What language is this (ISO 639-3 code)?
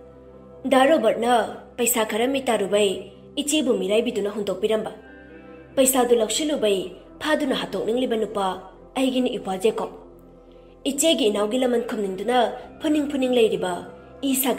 mni